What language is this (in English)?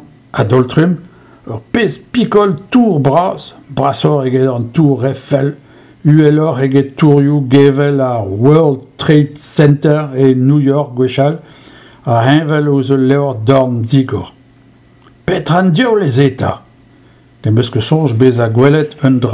Breton